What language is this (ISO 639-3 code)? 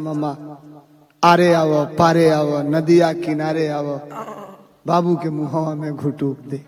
bho